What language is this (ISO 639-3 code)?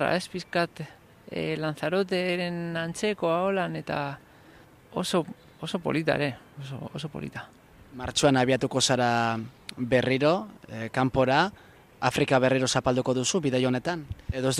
eus